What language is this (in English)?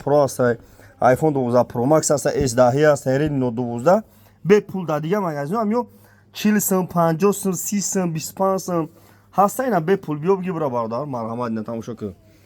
Tajik